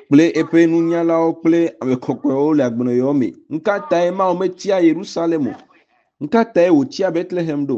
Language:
Ewe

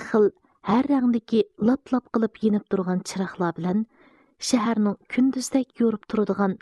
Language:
Uyghur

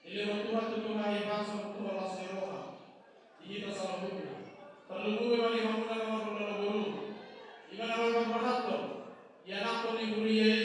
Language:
Batak Toba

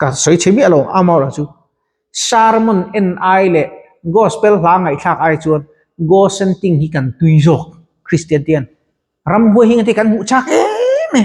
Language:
Mizo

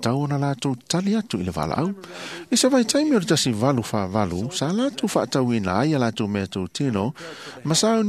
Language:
Samoan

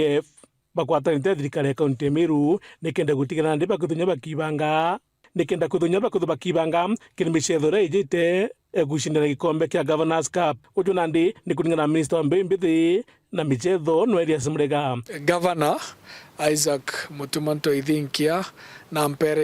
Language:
Meru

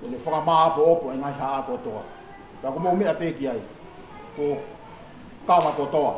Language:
Tongan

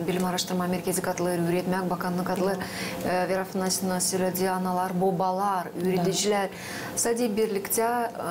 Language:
Gagauz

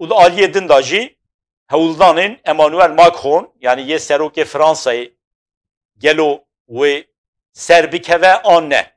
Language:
Kurdish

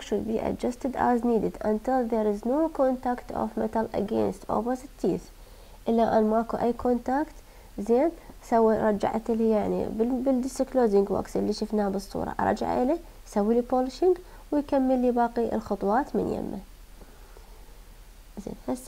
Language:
Mesopotamian Arabic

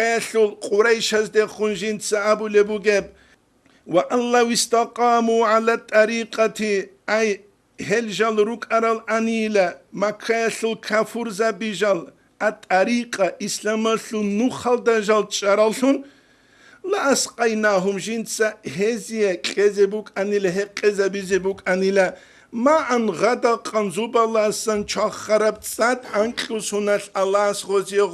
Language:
Avaric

